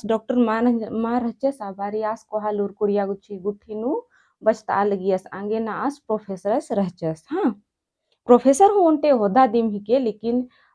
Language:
Kurukh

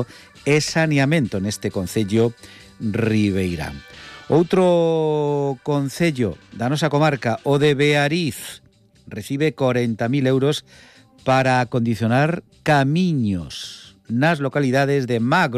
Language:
Galician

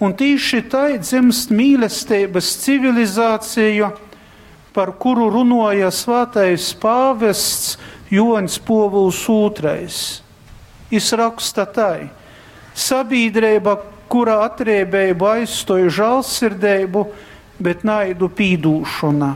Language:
Latgalian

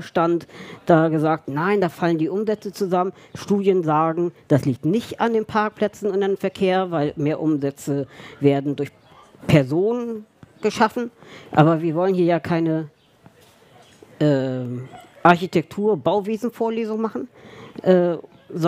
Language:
German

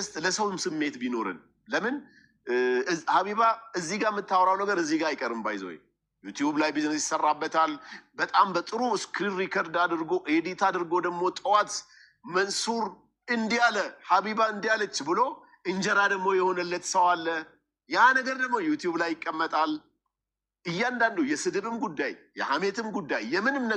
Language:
Amharic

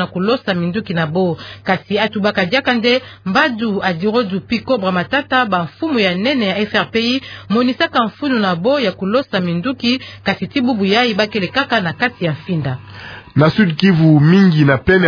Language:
Kituba (Democratic Republic of Congo)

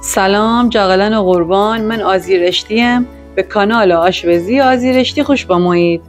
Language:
Gilaki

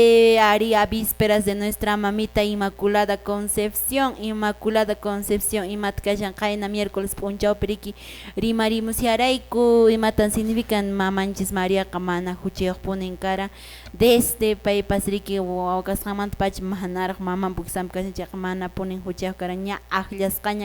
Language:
Quechua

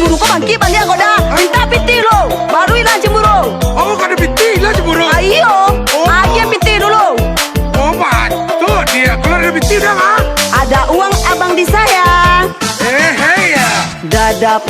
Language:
Minangkabau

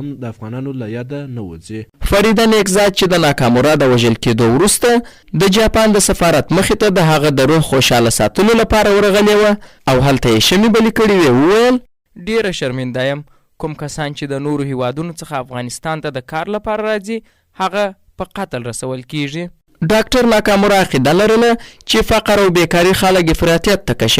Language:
Pashto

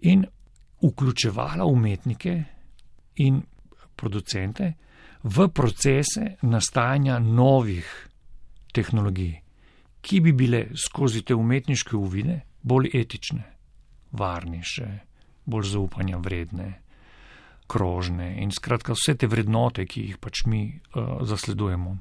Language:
Slovenian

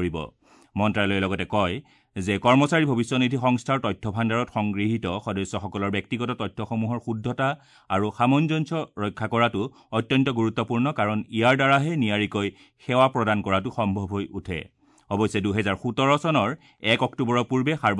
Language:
Assamese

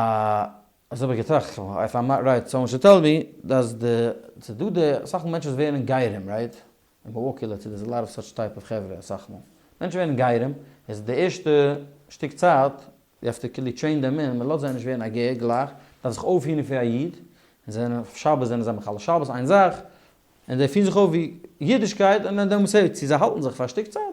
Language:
Yiddish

